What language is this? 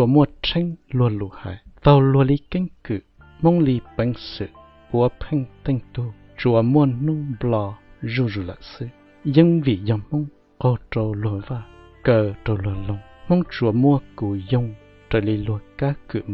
Hmong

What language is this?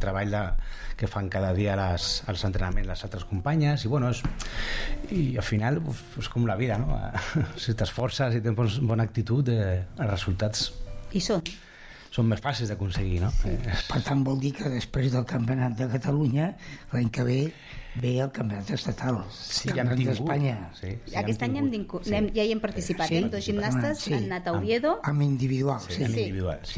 Catalan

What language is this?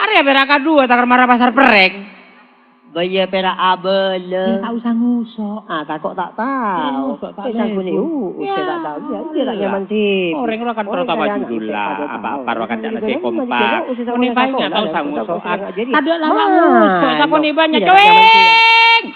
Madurese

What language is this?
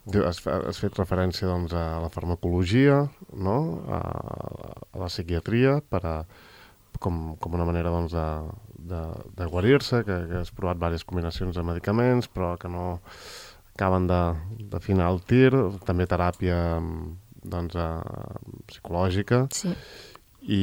Catalan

